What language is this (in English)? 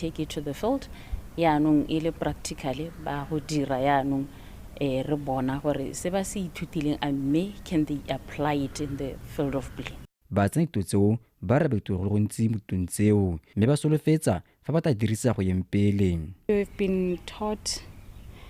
Tswana